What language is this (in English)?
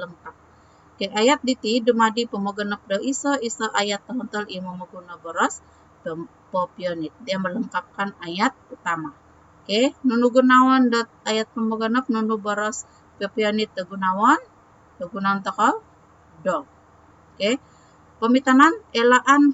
Central Dusun